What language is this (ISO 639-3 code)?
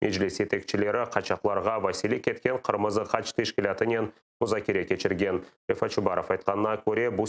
crh